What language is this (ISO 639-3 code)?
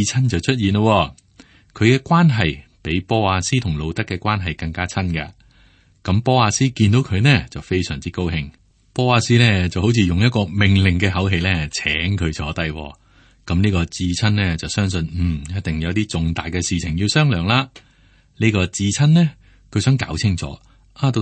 yue